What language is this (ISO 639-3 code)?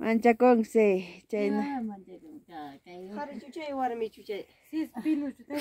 quy